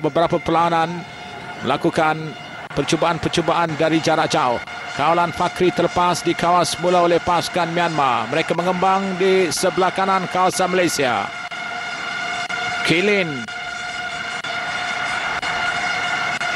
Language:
Malay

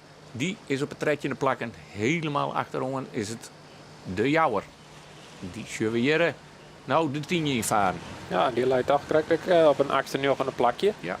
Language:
Western Frisian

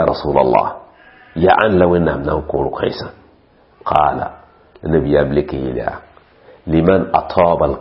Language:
Mossi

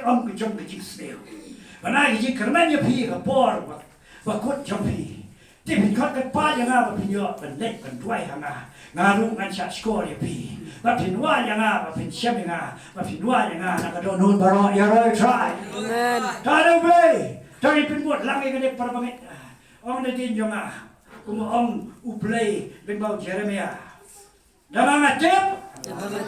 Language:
Khasi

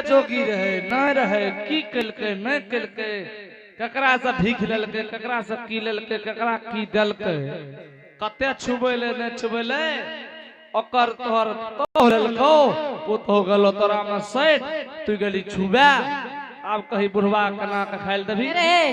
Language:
Angika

